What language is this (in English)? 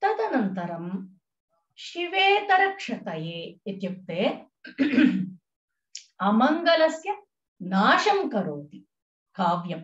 Sanskrit